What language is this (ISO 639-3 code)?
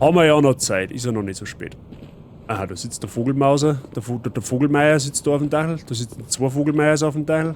bar